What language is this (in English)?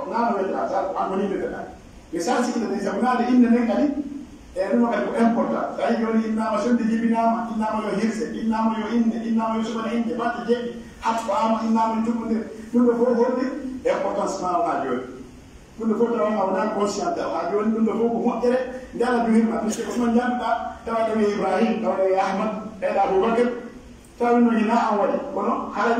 Pular